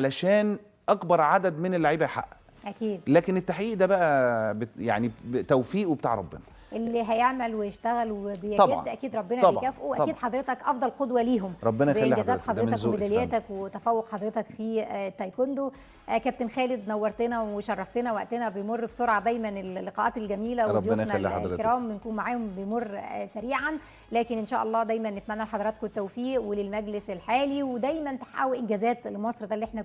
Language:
Egyptian Arabic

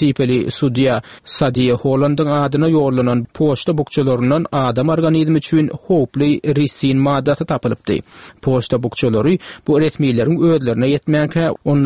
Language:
Turkmen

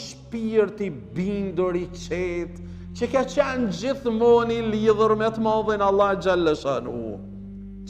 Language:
Albanian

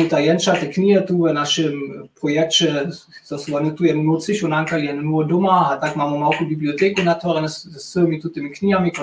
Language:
Upper Sorbian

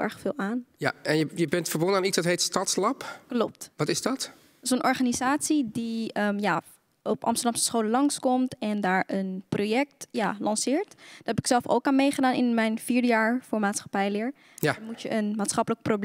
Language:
Dutch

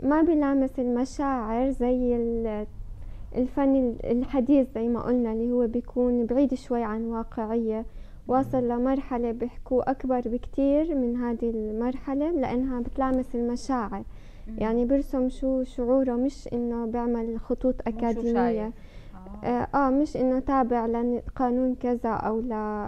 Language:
North Levantine Arabic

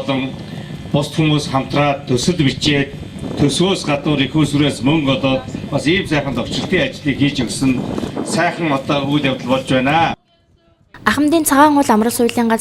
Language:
Mongolian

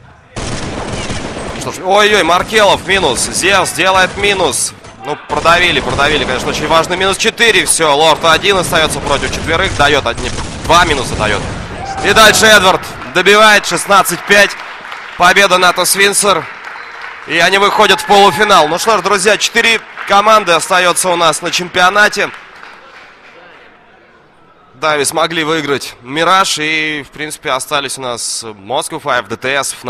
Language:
Russian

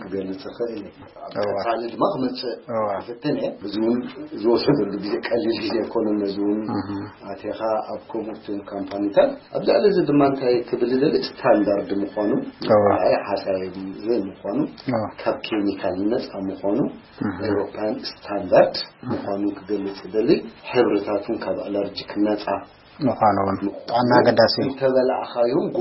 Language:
Tigrinya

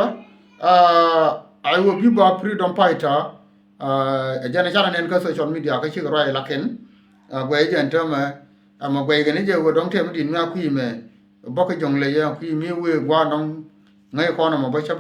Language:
Nuer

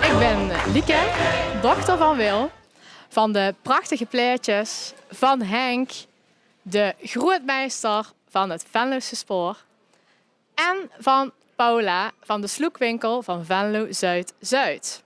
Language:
Limburgish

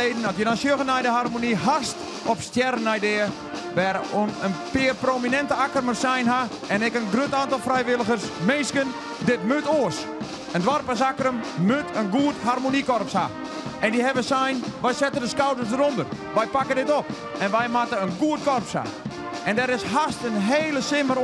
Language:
Western Frisian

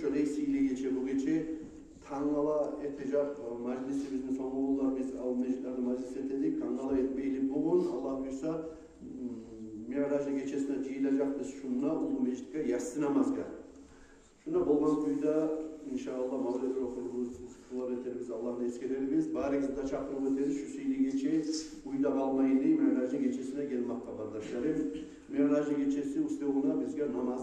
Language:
Kumyk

